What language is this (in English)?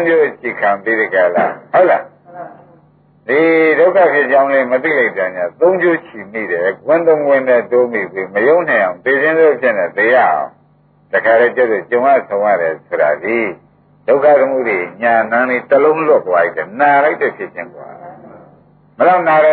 Burmese